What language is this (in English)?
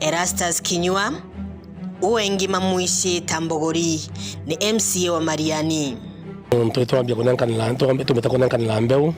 Meru